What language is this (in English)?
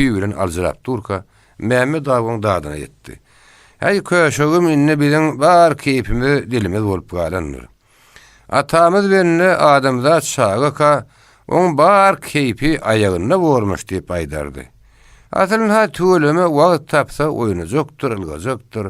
Turkmen